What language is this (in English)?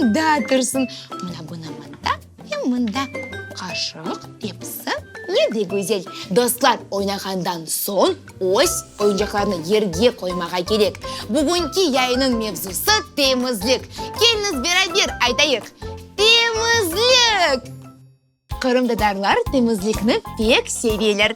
Crimean Tatar